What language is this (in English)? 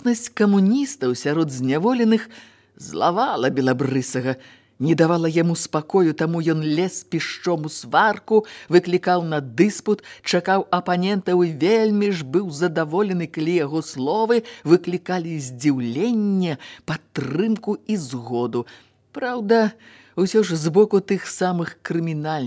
Belarusian